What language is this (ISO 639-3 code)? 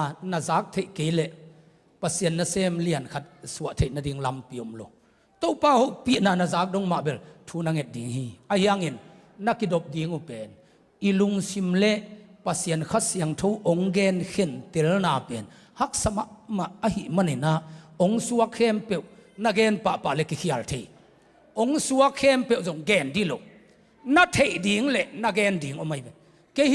ctd